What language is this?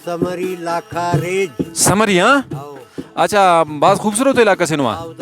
Brahui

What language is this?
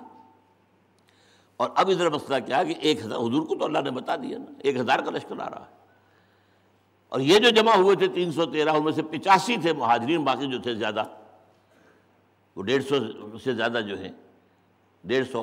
Urdu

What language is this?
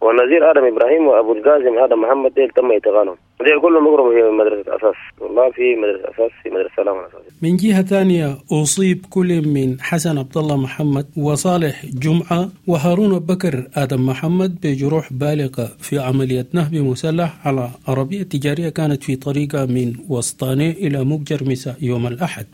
Sudanese Arabic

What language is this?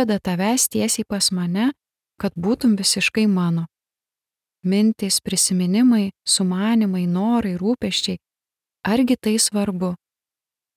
Lithuanian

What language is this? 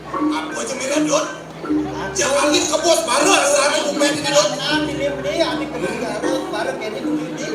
Balinese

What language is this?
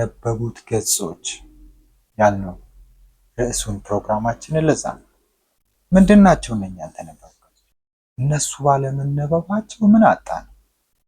Amharic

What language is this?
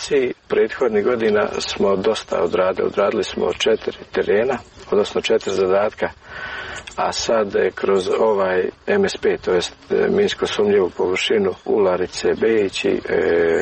Serbian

